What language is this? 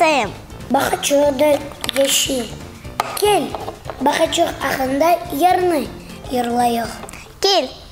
Crimean Tatar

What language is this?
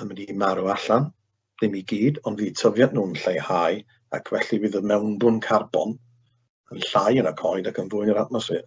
Welsh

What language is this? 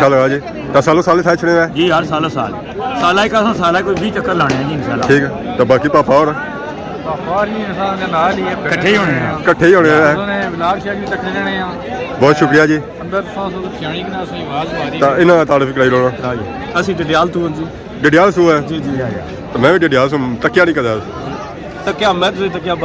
Pahari-Potwari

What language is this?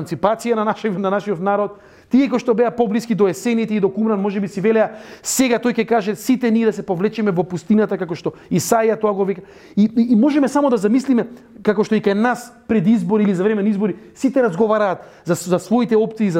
Macedonian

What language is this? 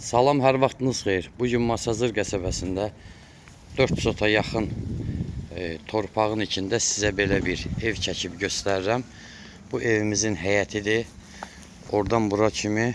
Azerbaijani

